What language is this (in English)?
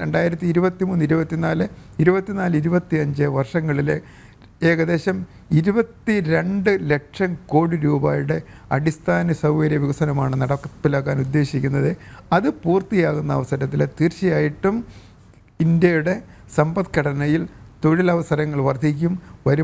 Malayalam